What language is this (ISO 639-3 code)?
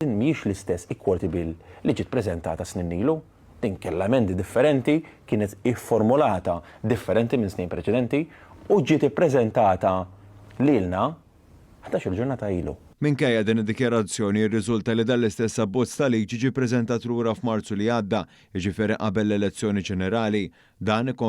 mlt